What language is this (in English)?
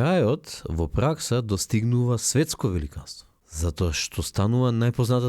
Macedonian